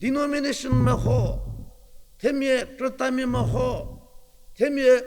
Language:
Angami Naga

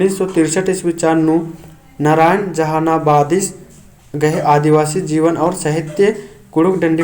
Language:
Kurukh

